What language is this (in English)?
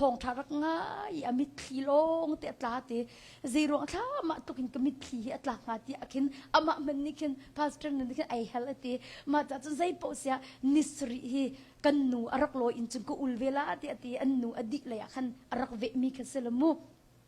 Hakha Chin